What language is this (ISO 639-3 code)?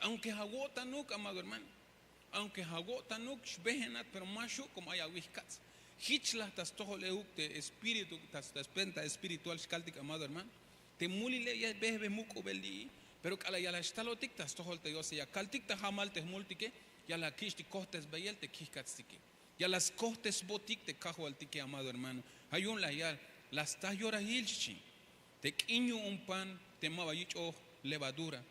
tzh